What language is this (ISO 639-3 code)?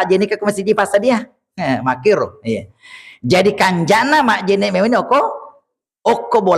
bug